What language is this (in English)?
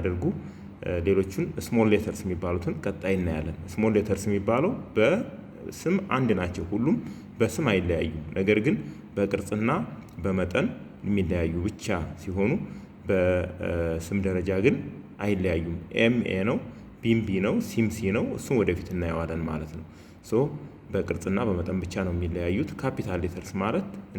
Amharic